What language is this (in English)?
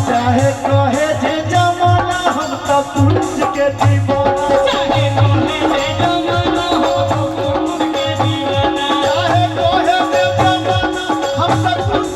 Maithili